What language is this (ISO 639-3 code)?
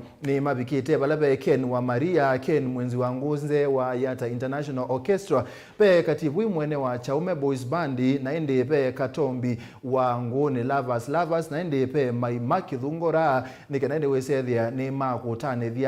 kam